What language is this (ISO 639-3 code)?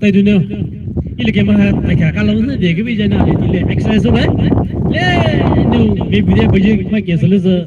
pmx